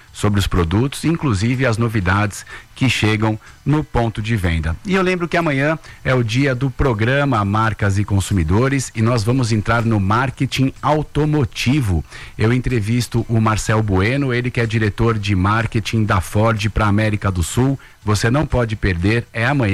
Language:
Portuguese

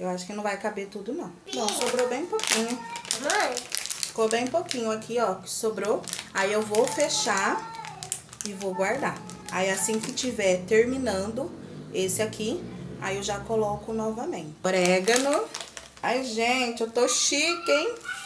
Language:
Portuguese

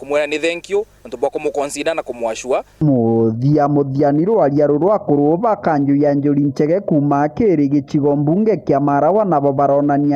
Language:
Meru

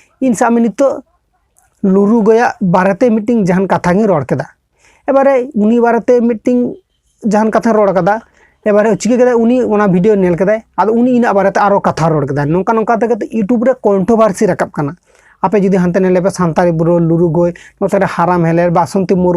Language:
Santali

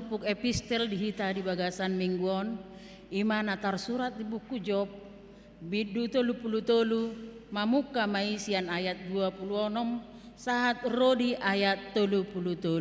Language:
Batak Toba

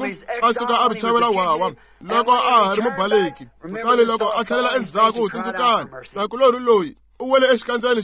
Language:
Tsonga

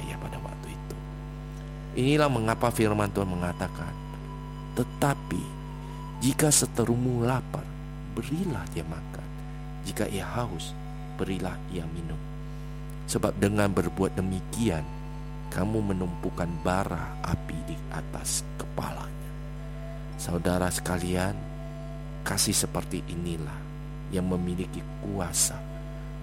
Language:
Indonesian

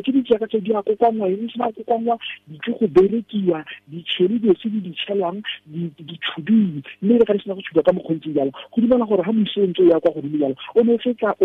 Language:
Tswana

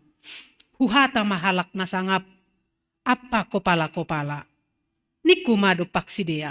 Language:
Batak Simalungun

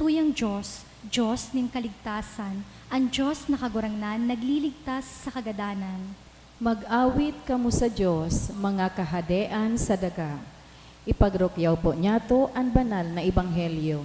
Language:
Bikol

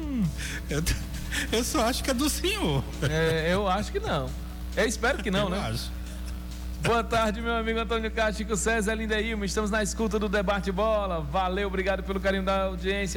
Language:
Portuguese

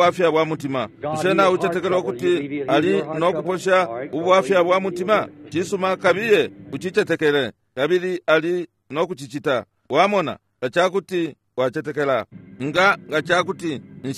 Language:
Bemba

